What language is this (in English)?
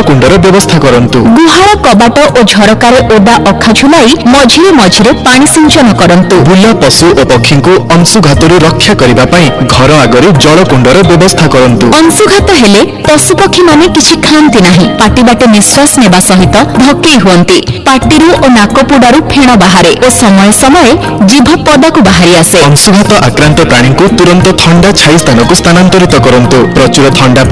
Odia